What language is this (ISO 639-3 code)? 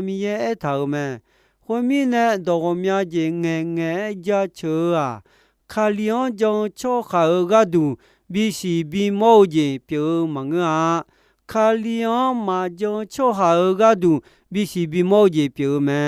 ahk